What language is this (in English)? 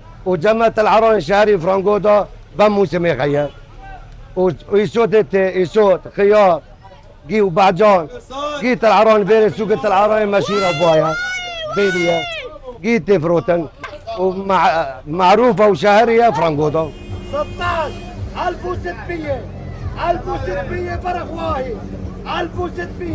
Kurdish